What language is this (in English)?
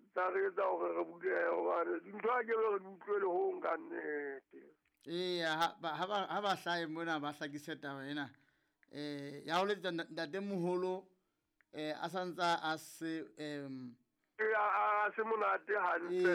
Southern Sotho